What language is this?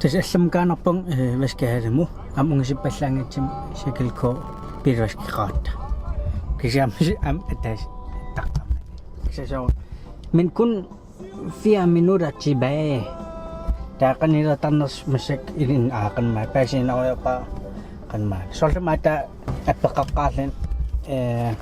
Kalaallisut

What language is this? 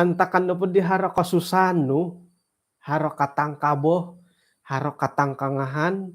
Central Dusun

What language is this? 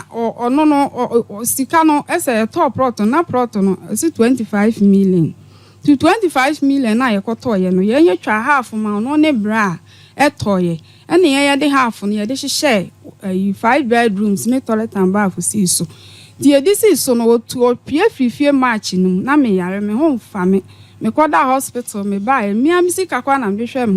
Akan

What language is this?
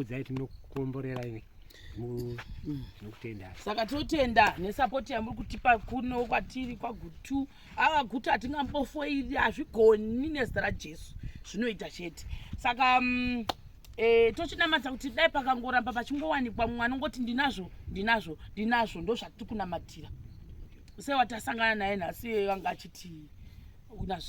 Shona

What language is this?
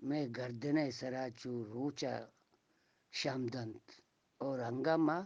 Eastern Balochi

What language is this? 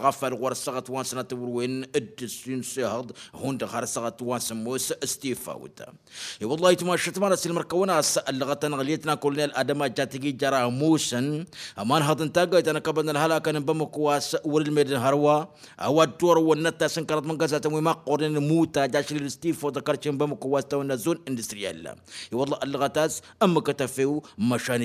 Tamasheq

